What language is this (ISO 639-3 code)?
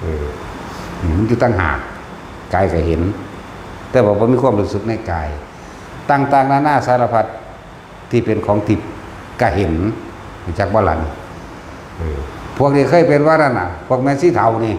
lao